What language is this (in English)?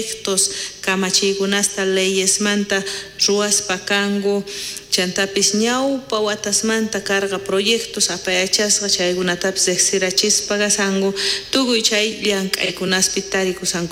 South Bolivian Quechua